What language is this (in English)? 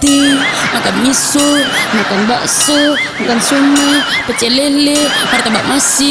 Minangkabau